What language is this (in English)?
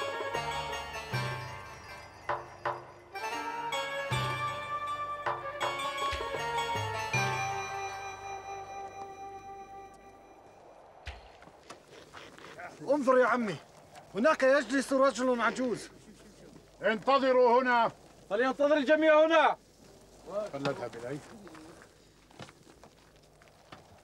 Arabic